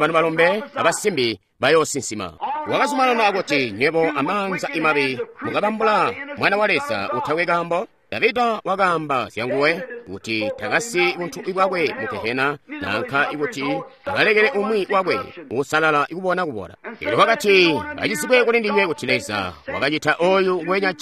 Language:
Tonga (Zambia)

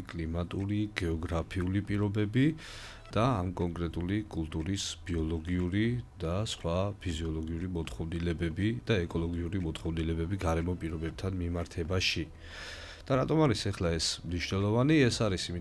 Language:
Georgian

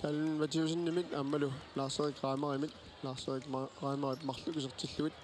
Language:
Kalaallisut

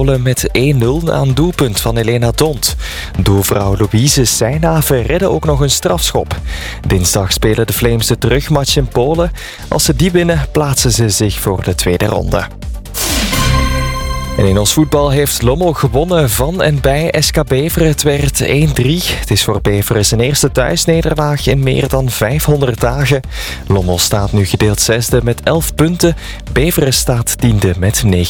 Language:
Dutch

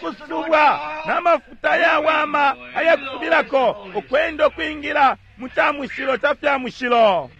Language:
Bemba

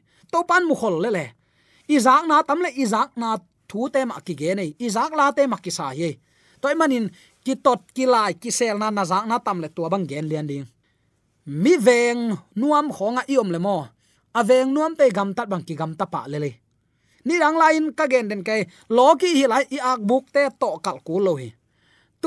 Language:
Tedim Chin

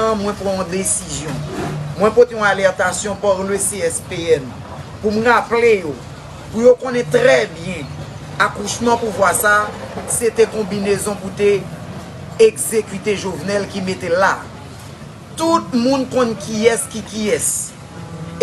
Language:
Haitian Creole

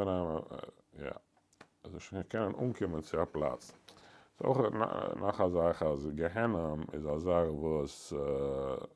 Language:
Yiddish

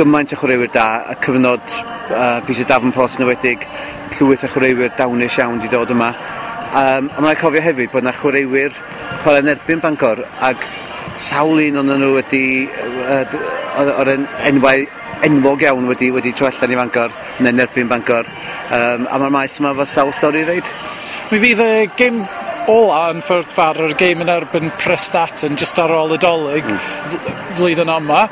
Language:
Welsh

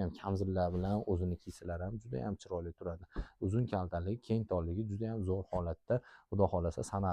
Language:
Uzbek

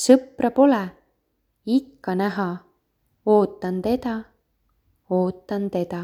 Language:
Estonian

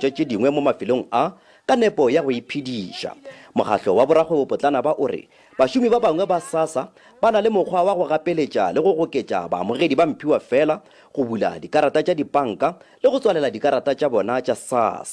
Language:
Northern Sotho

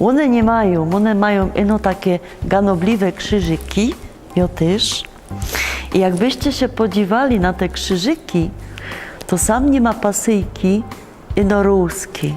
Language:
Silesian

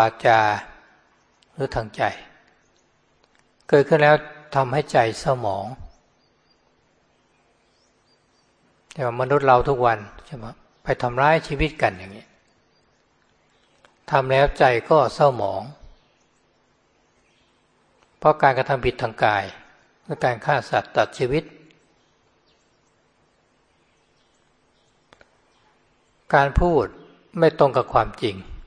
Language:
Thai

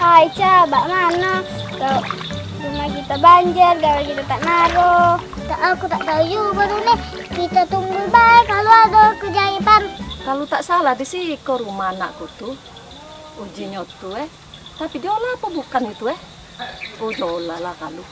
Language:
Musi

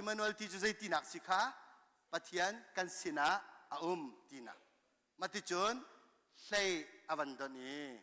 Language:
Hakha Chin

